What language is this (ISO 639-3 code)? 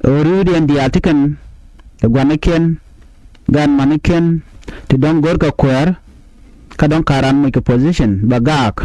nus